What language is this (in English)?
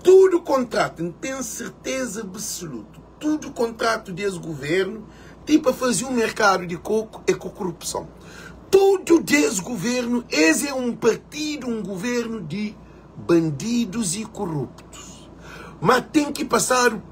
Kabuverdianu